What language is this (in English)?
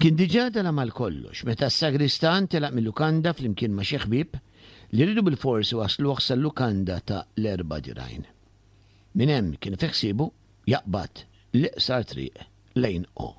Maltese